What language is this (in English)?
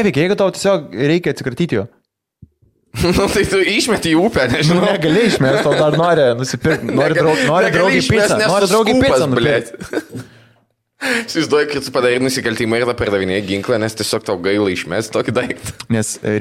Lithuanian